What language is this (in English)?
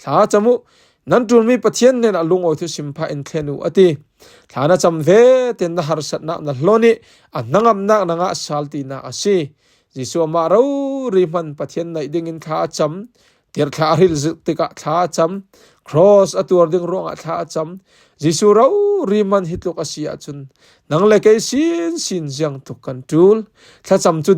Falam Chin